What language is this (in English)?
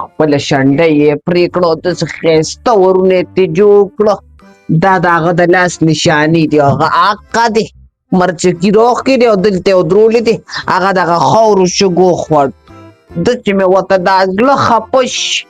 Pashto